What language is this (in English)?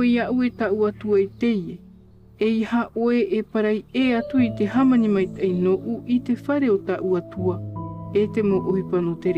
Tahitian